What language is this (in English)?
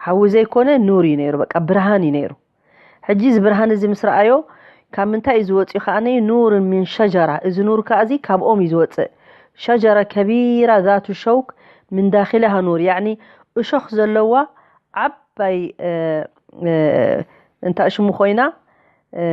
Tigrinya